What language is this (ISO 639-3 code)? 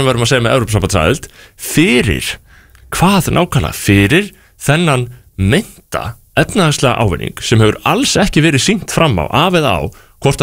isl